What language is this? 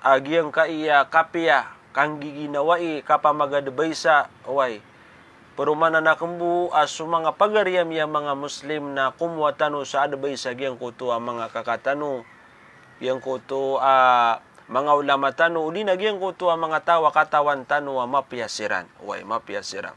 Maranao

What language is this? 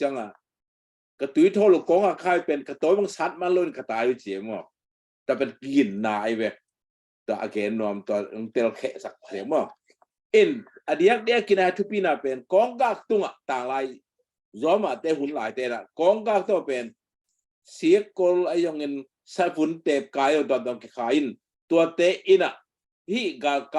Tedim Chin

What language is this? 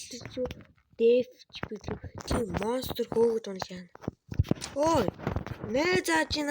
Mongolian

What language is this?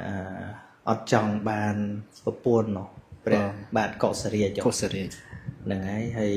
Khmer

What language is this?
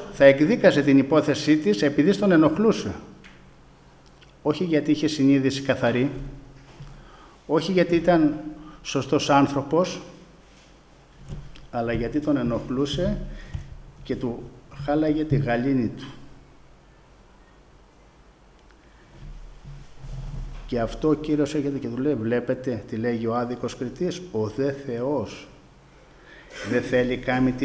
Greek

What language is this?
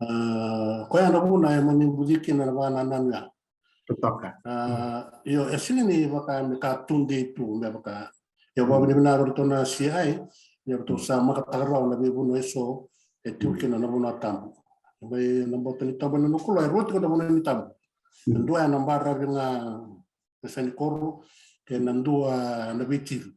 Fijian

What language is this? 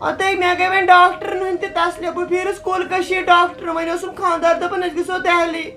Kashmiri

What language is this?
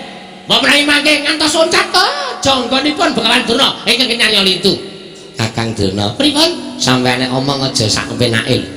Javanese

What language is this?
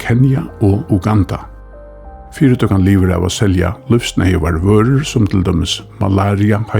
Faroese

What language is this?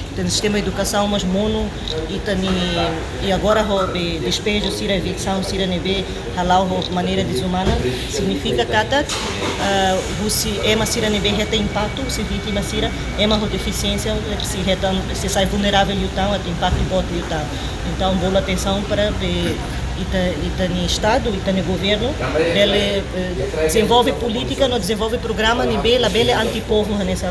Tetum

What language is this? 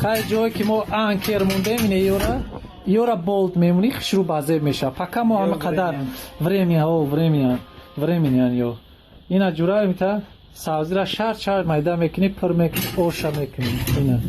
Tajik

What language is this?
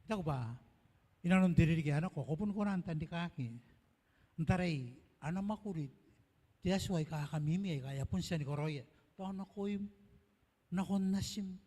Gilbertese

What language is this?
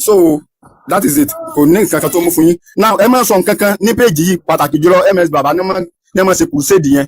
Yoruba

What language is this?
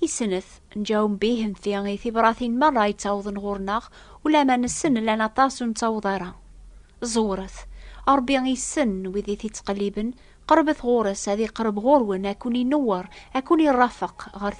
Kabyle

